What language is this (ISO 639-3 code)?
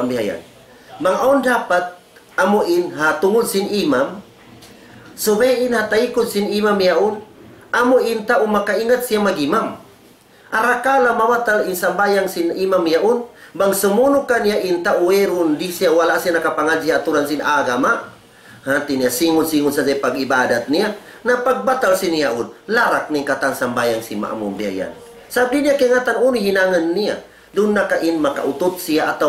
tsg